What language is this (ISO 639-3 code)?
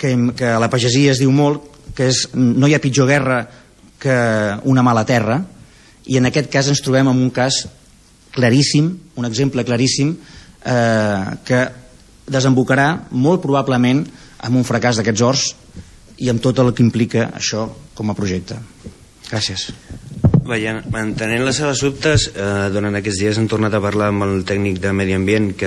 cat